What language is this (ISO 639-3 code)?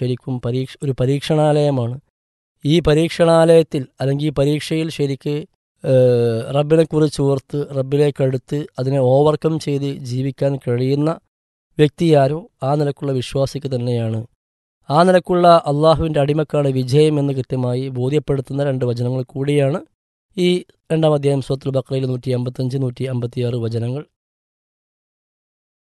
mal